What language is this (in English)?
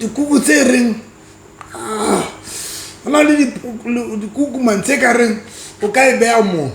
Southern Sotho